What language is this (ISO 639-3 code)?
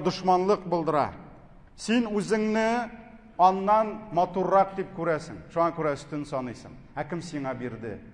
tat